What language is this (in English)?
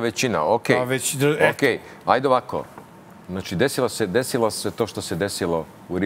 Serbian